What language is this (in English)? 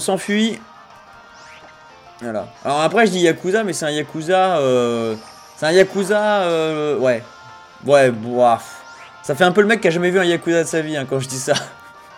French